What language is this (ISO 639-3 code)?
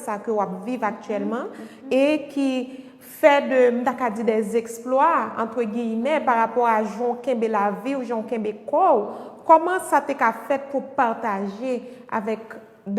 hat